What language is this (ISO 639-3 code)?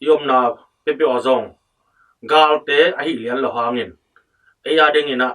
ctd